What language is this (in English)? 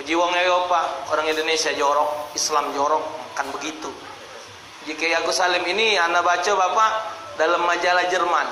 Musi